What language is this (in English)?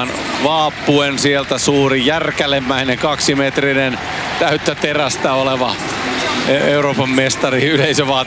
Finnish